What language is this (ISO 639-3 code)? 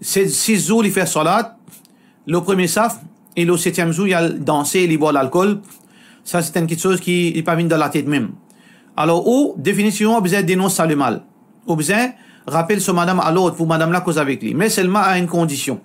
mfe